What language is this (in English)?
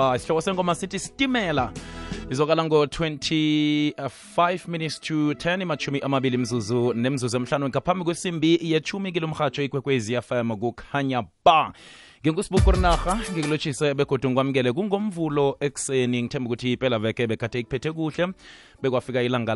South Ndebele